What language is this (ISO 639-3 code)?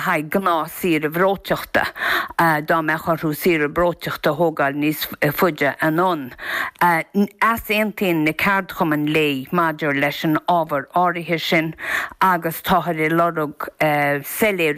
gle